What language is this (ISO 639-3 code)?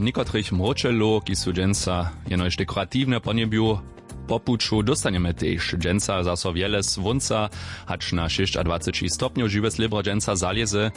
hsb